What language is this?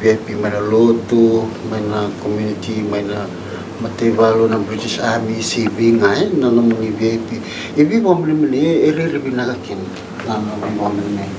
Fijian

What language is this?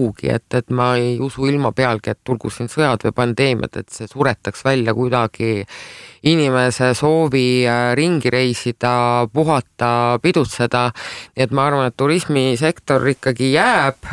Estonian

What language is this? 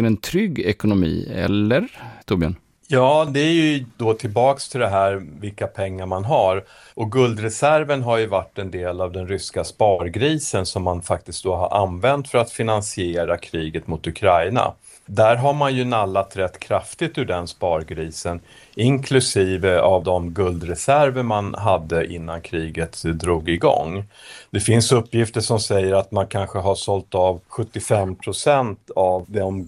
Swedish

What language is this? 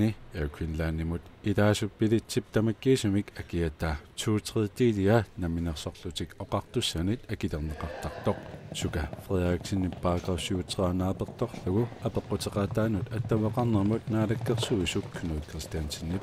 Kalaallisut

